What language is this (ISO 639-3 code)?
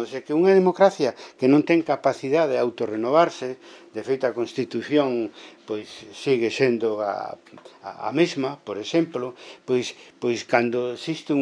glg